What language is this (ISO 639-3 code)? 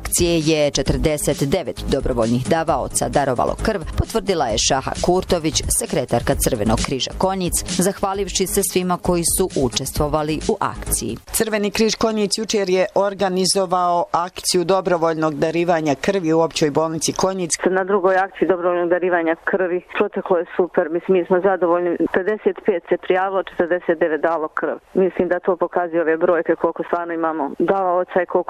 bos